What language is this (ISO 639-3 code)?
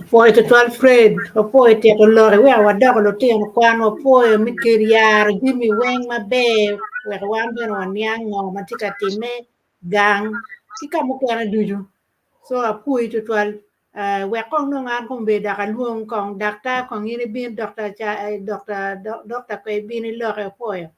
ach